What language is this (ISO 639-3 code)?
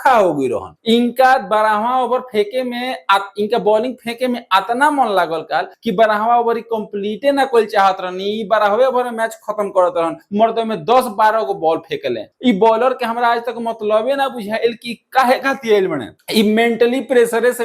bho